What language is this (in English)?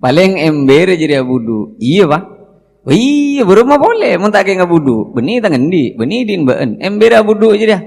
Madurese